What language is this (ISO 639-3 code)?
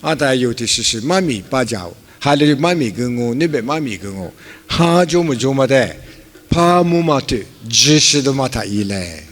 lis